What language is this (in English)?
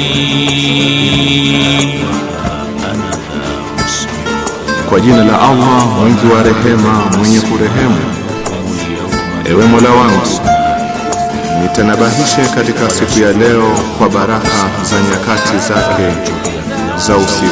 Swahili